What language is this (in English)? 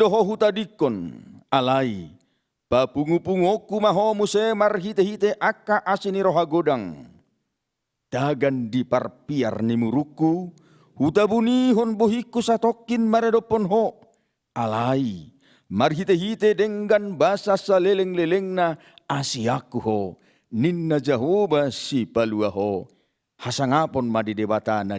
Batak Toba